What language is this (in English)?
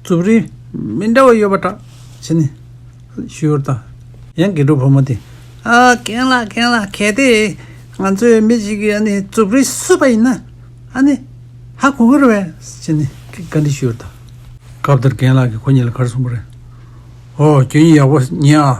Tibetan